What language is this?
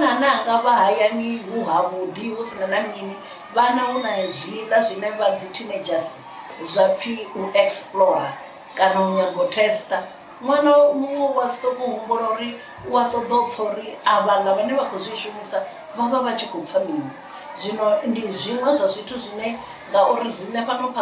Venda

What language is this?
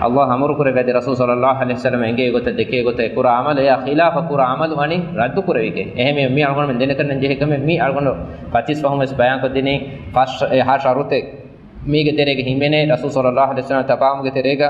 Divehi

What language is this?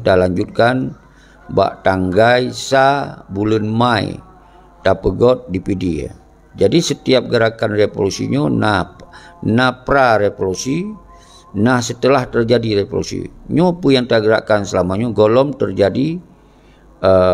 Achinese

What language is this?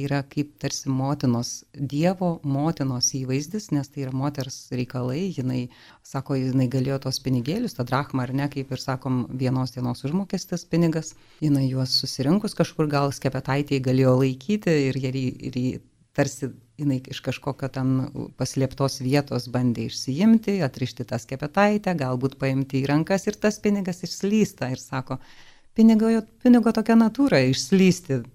Lithuanian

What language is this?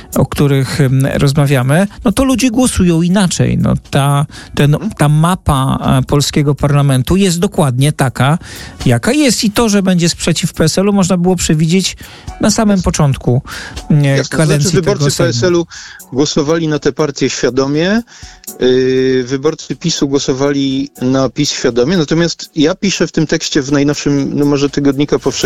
Polish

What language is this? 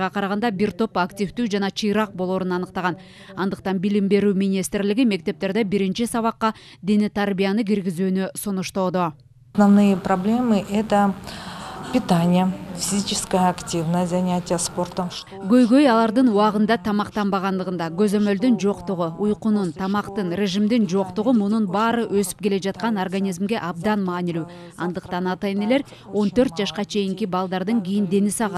Kyrgyz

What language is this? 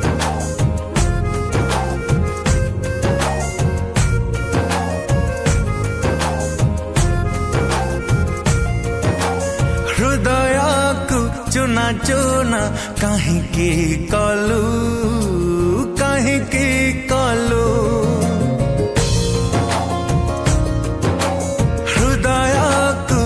Hindi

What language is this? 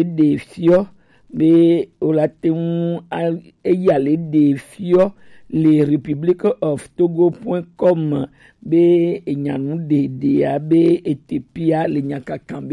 Gen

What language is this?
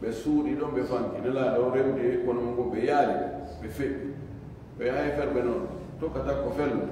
Fula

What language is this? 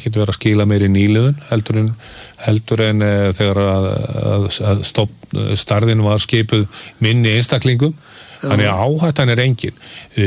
Icelandic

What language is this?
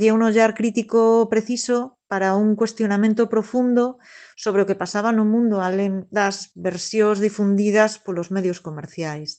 Galician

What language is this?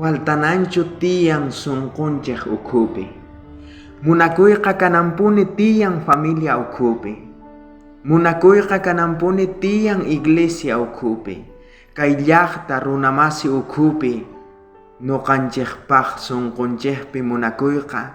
South Bolivian Quechua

